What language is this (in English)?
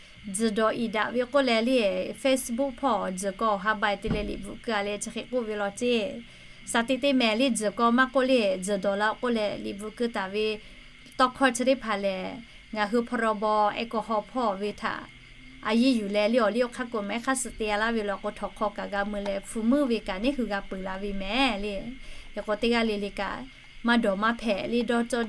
Lahu